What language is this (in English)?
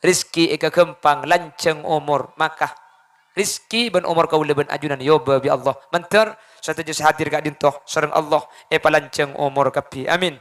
Madurese